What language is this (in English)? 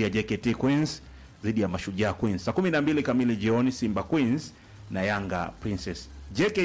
Swahili